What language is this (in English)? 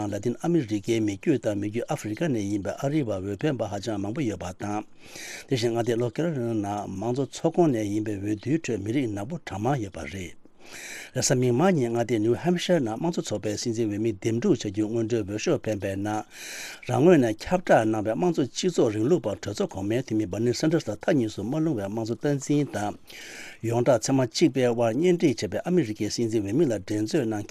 Tibetan